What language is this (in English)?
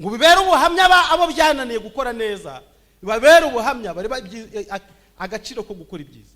Kinyarwanda